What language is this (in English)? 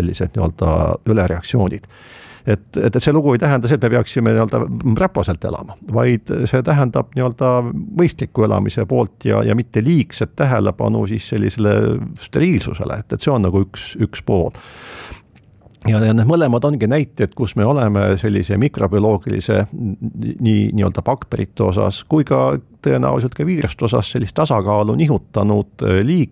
Estonian